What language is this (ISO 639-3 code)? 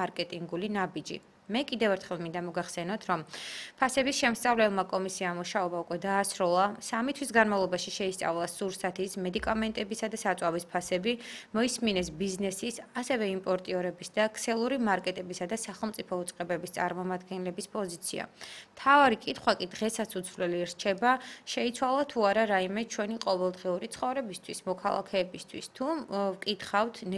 kat